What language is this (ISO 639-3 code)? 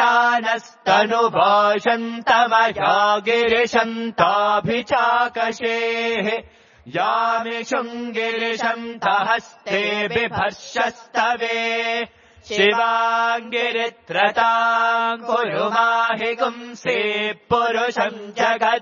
san